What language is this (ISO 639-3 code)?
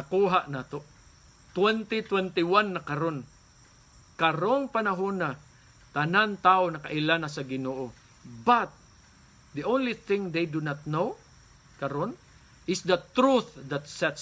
ceb